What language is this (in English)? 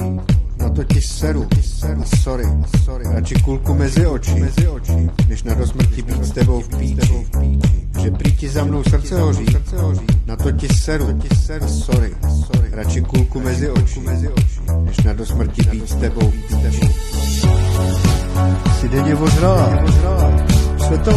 Czech